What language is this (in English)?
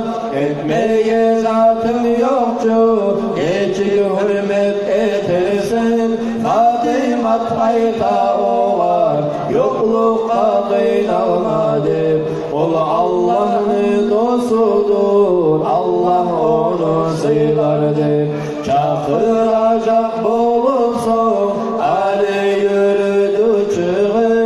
Kumyk